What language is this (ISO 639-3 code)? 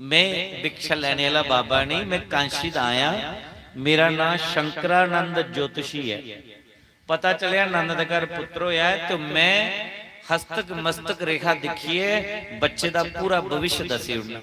doi